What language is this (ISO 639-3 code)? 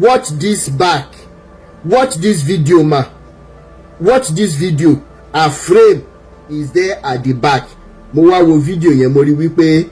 yor